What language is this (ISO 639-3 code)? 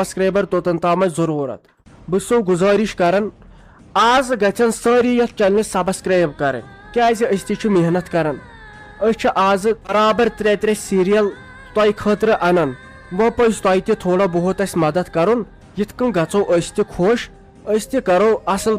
kas